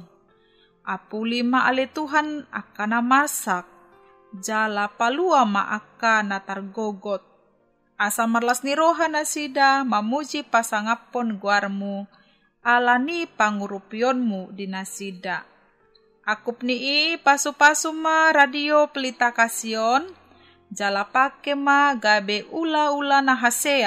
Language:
Batak Toba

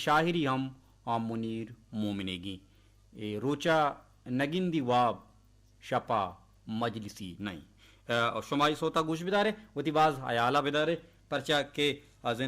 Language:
Baluchi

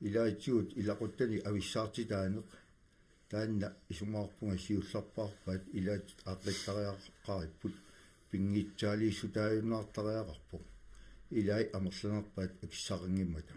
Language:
Kalaallisut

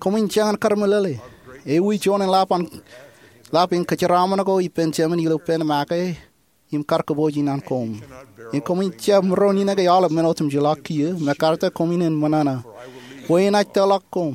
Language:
Marshallese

